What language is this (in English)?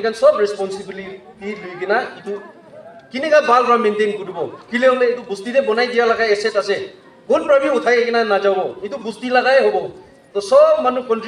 Naga Pidgin